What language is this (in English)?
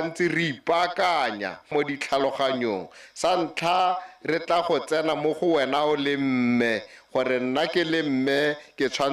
Tswana